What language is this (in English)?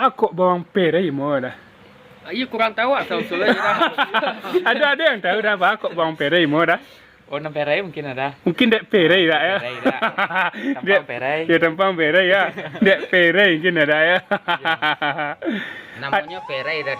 Minangkabau